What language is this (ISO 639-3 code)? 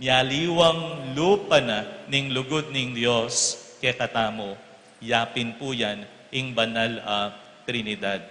pam